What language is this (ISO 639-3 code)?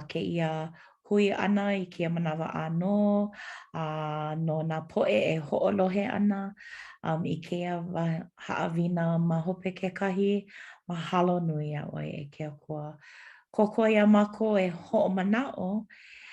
haw